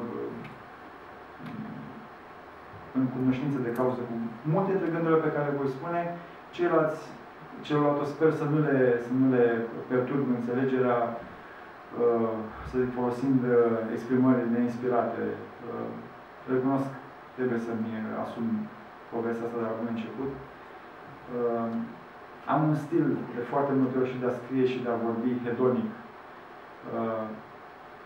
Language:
Romanian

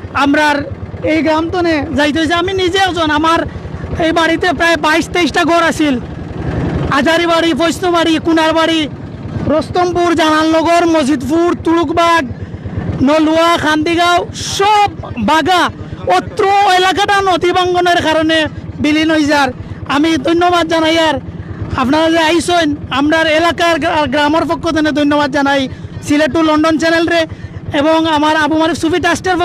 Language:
Sylheti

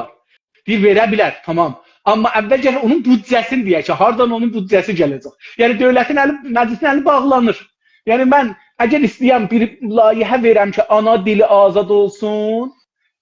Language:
South Azerbaijani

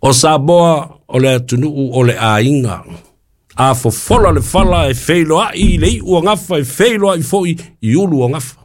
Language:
Samoan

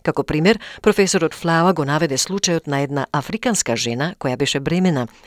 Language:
Macedonian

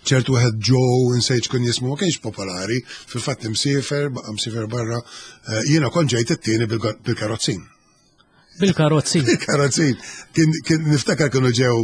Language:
Maltese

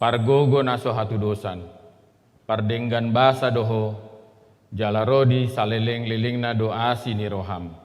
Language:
Batak Toba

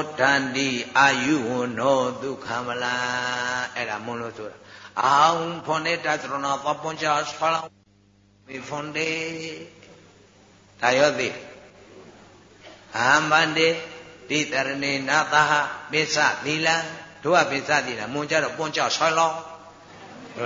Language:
Burmese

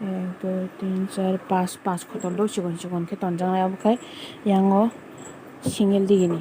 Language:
Kok Borok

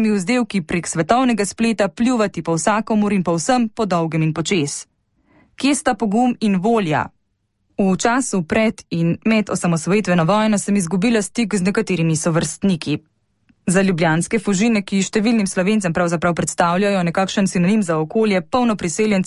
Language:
Slovenian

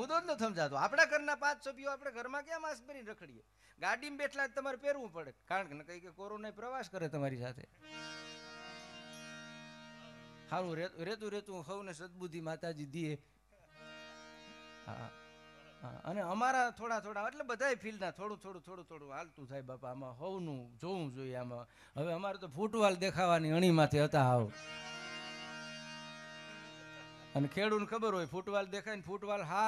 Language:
Gujarati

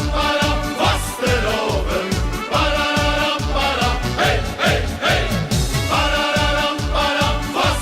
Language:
Limburgish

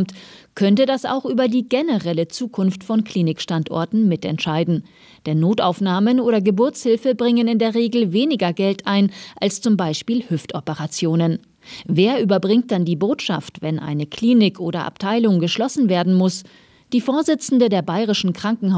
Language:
German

